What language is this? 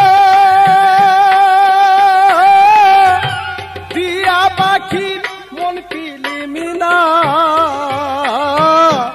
Bangla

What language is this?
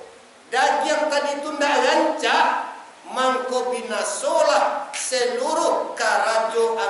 Minangkabau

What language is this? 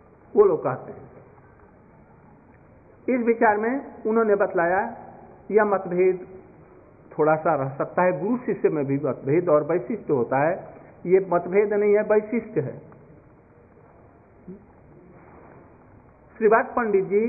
Hindi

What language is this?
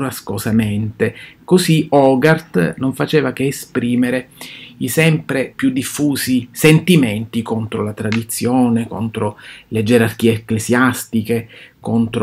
Italian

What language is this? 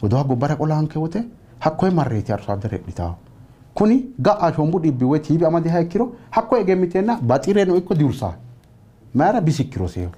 Sidamo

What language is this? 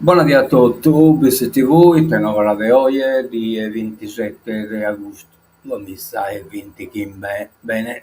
Sardinian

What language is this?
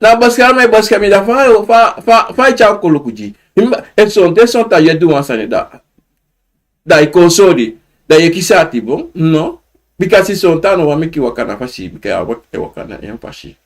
Sranan Tongo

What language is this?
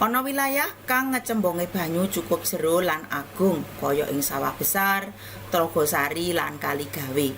Javanese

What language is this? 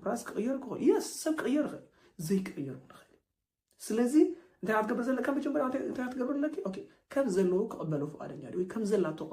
Tigrinya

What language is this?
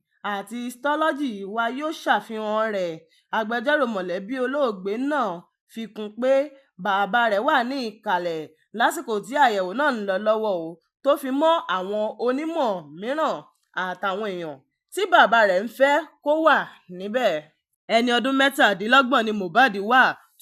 Yoruba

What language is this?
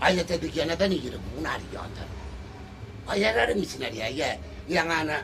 Gilbertese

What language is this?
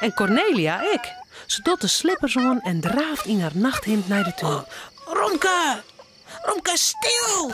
Western Frisian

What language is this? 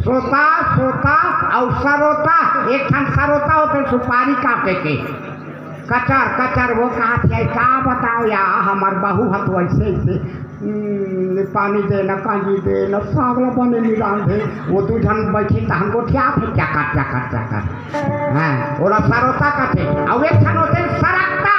Chhattisgarhi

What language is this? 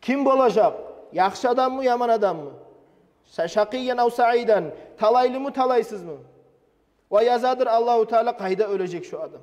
Kumyk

